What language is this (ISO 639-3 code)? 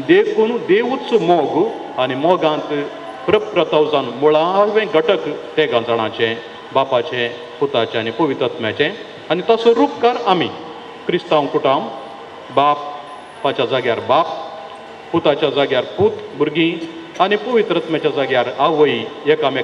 kok